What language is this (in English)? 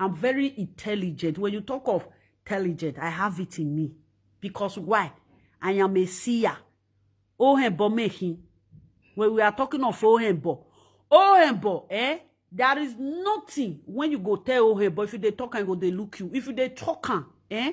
Nigerian Pidgin